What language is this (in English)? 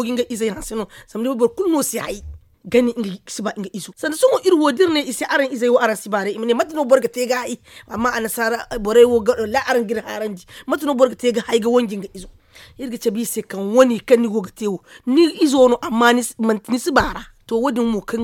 Zarma